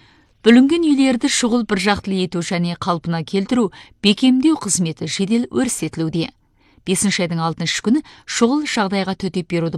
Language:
Kazakh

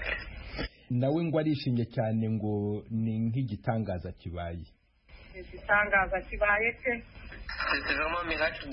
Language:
Kinyarwanda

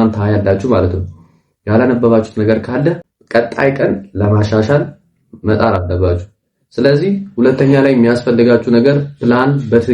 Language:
Amharic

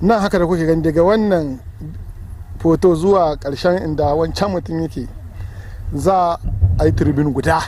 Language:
Hausa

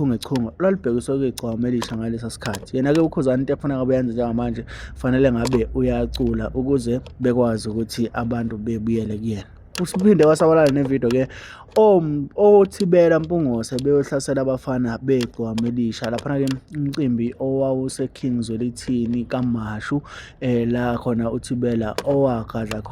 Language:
Zulu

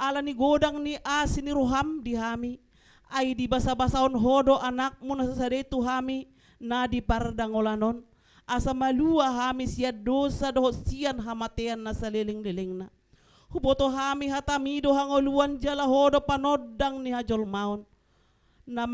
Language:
Batak Toba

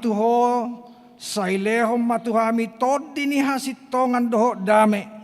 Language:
Batak Toba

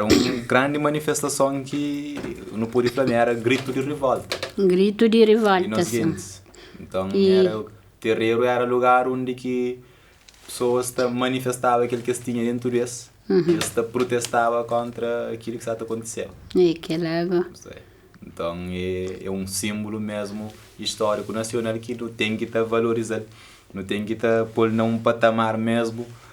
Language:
Kabuverdianu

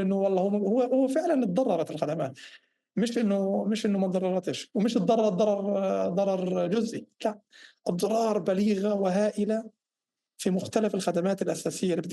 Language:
North Levantine Arabic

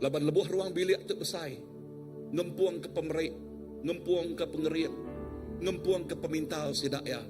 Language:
Iban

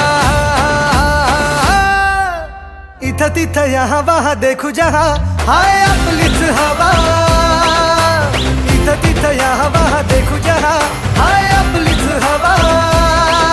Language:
Marathi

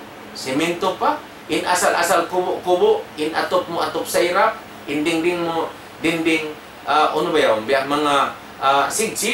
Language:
Tausug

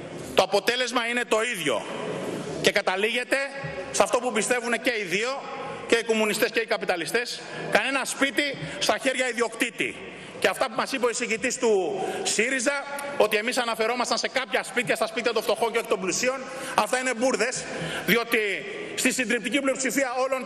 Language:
Greek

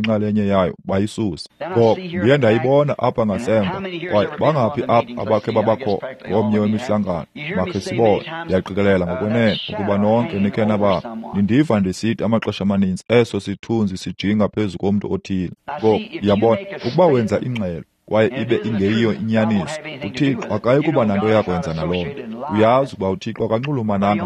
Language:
Xhosa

